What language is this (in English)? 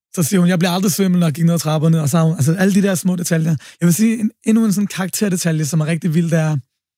Danish